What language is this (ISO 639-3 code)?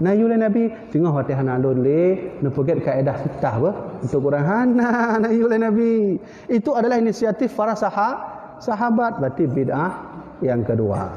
ace